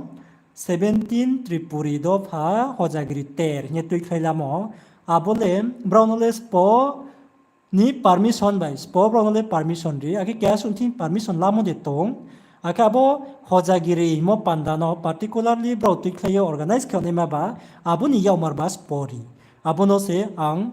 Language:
Riang (India)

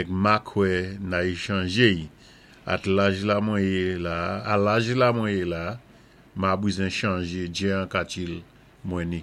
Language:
Saint Lucian Creole French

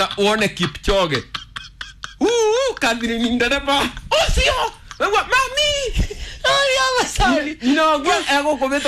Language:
Kikuyu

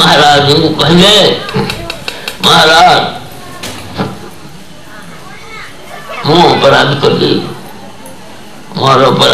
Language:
Odia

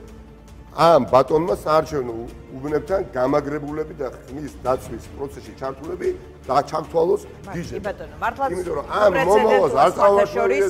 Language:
Georgian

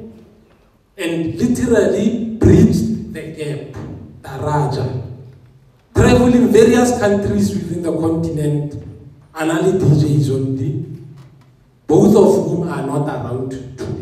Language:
English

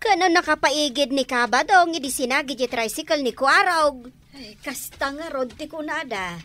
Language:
Iloko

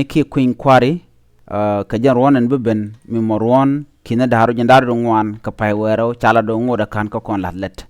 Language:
Nuer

